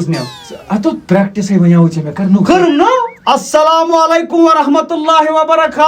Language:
Kashmiri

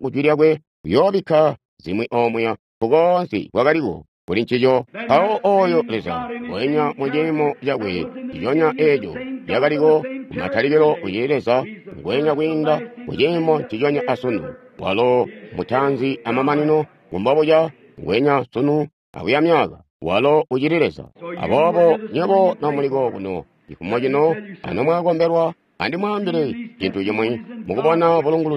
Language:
Tonga (Zambia)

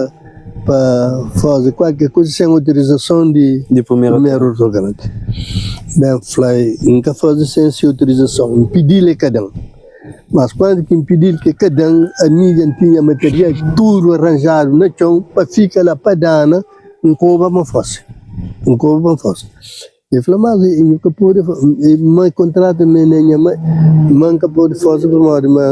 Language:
Kabuverdianu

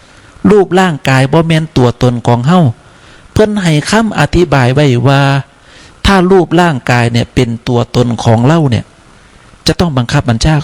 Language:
Northeastern Thai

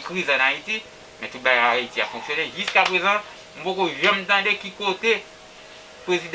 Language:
Haitian Creole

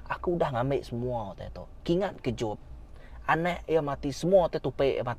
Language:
Iban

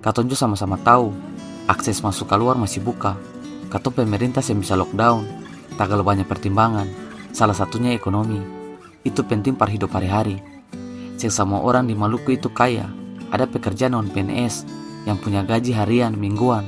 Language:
Ambonese Malay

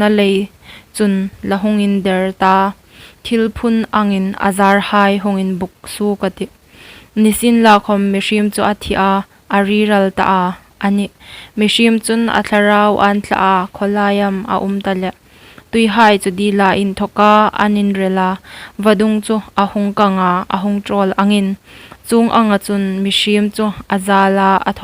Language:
Hmar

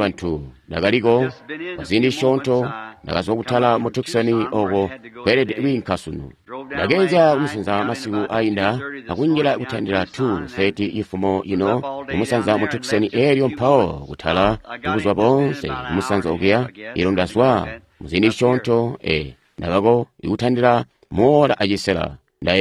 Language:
Tonga (Zambia)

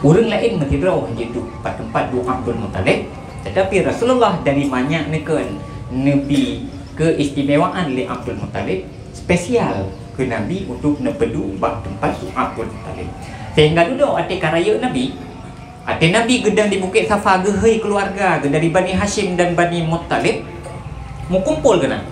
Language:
Achinese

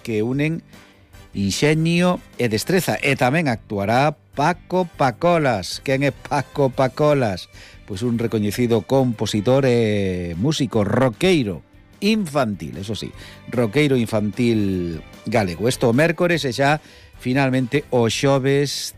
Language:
Galician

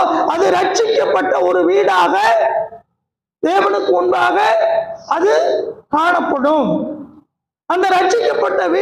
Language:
Tamil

